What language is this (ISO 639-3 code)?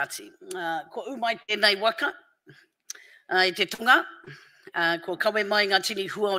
mri